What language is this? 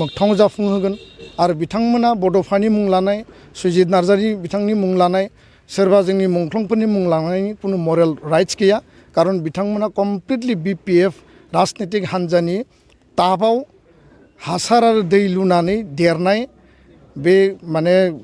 Bodo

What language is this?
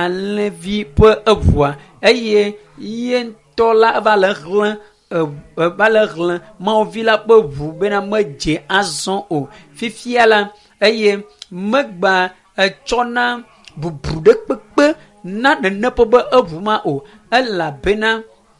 Ewe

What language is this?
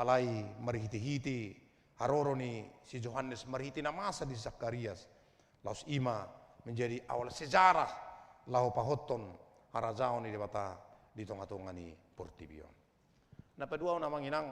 Batak Toba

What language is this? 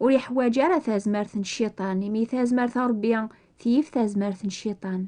Kabyle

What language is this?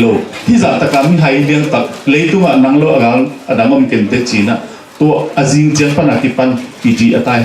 Tedim Chin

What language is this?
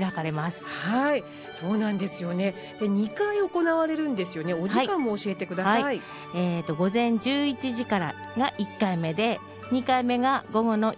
Japanese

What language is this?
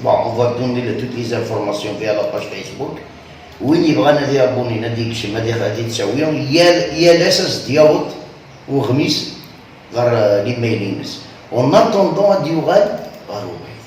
Kabyle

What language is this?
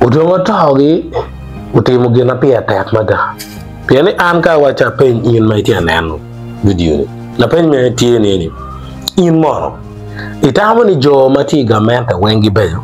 Acoli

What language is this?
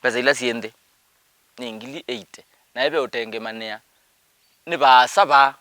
Kamba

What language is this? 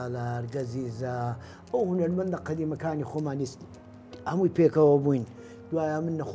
Central Kurdish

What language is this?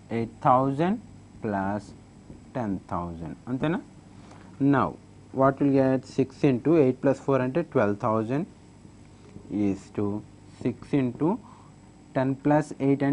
Telugu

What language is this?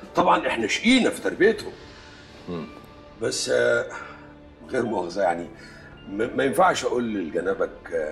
Egyptian Arabic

